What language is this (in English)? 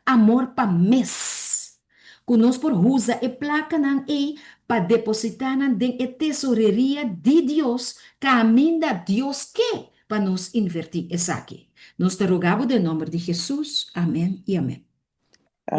Papiamento